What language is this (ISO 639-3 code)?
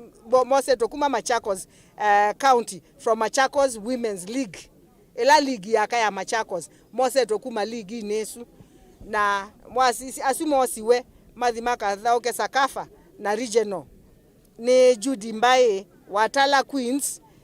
kam